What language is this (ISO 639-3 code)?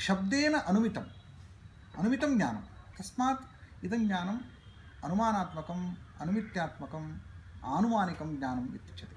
san